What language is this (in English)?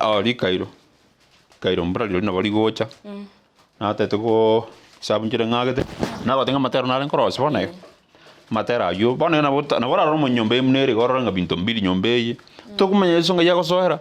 Gusii